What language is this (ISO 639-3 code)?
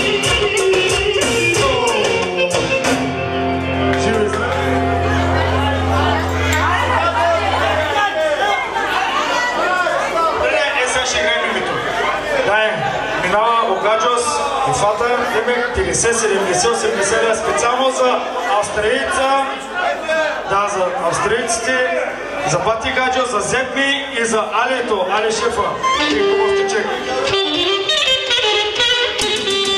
bul